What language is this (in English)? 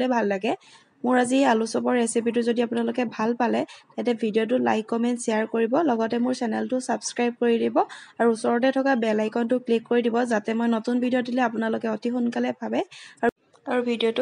Assamese